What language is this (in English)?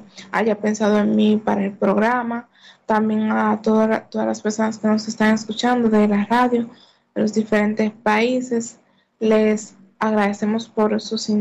Spanish